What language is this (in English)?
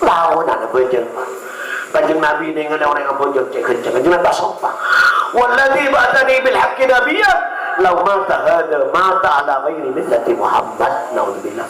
Madurese